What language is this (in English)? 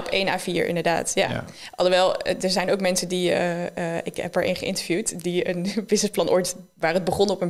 Dutch